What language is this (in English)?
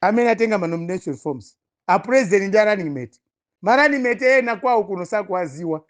Nyanja